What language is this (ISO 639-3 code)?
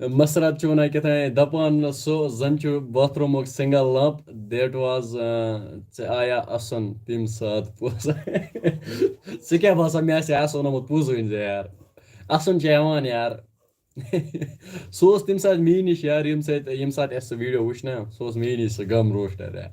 kas